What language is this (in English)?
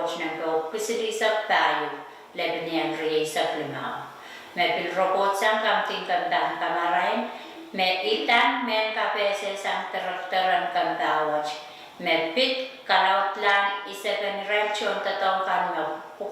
Pohnpeian